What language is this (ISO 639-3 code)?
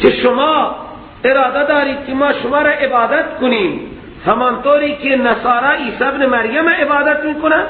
fas